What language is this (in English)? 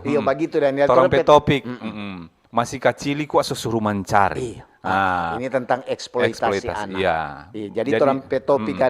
Manado Malay